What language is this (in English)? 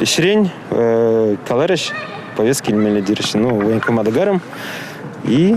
Chuvash